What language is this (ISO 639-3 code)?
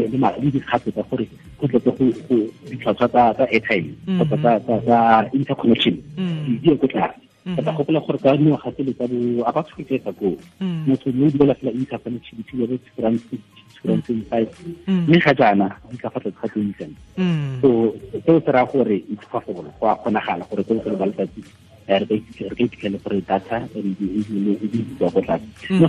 tsn